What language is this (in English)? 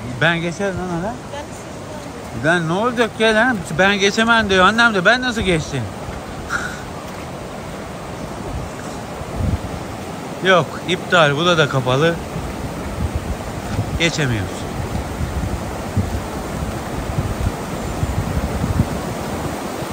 Turkish